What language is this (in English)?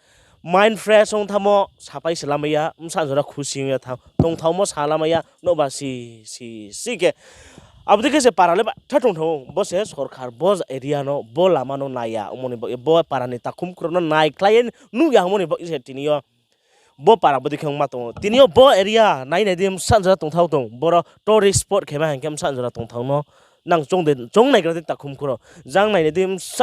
Riang (India)